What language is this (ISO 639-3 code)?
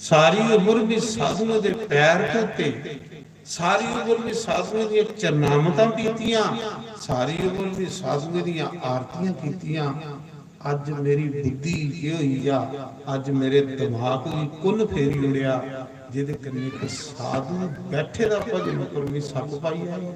doi